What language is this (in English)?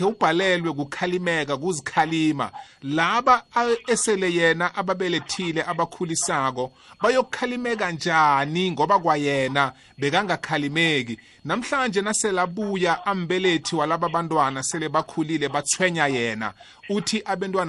South Ndebele